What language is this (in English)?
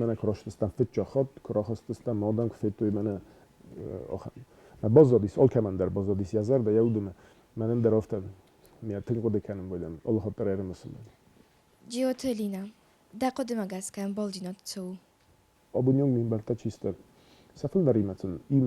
Ossetic